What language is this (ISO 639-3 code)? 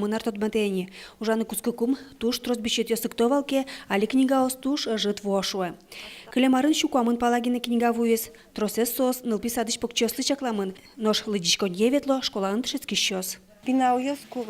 udm